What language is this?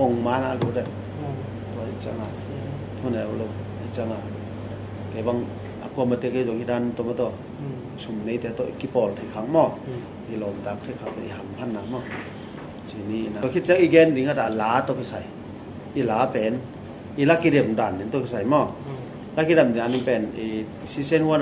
Tedim Chin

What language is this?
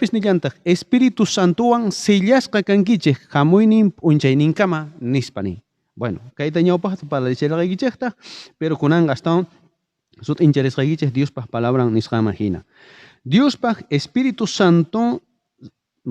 South Bolivian Quechua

